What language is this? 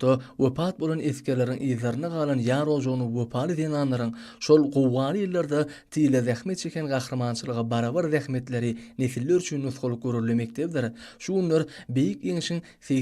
Turkmen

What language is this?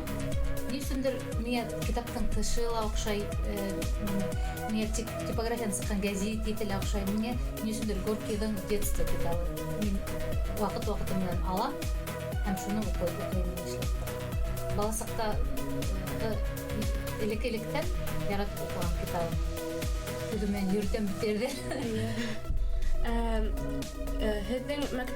Bashkir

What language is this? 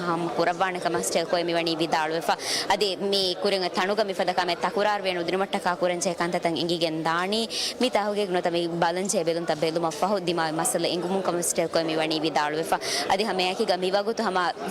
Divehi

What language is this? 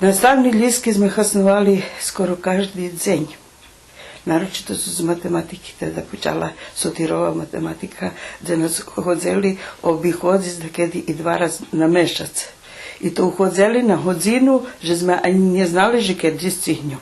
Rusyn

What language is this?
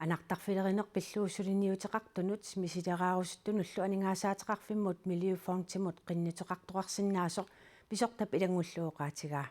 Kalaallisut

